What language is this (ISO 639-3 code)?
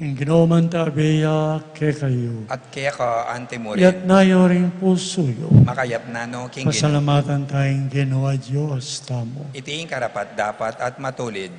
pam